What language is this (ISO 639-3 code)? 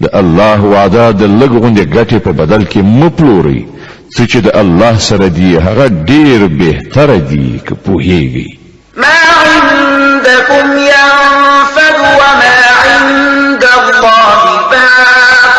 pus